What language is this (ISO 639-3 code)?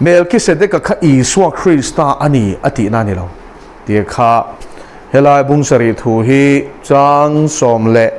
lus